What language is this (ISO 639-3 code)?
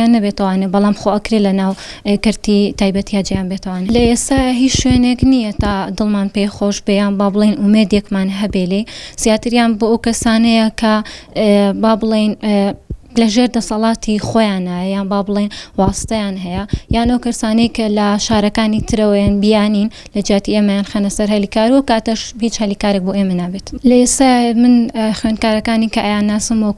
ckb